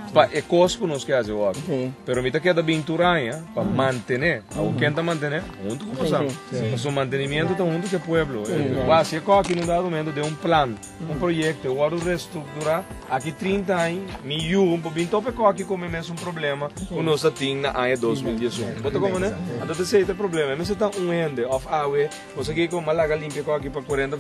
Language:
Papiamento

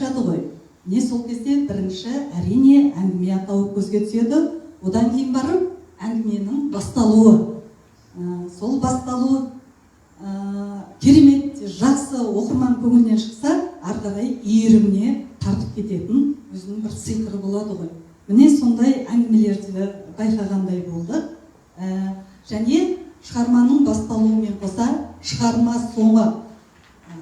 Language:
Kazakh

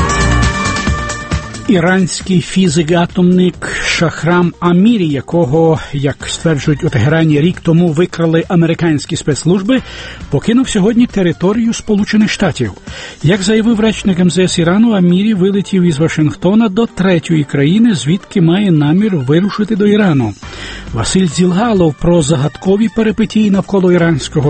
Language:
Ukrainian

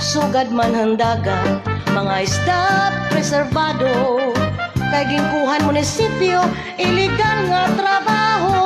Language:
Waray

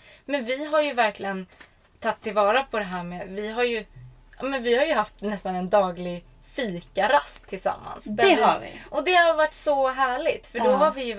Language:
Swedish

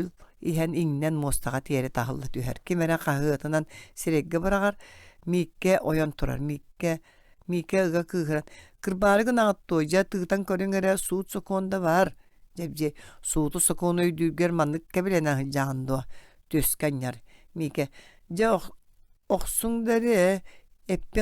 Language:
Yakut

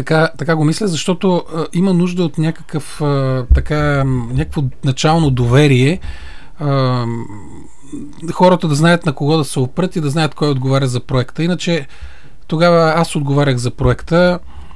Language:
Bulgarian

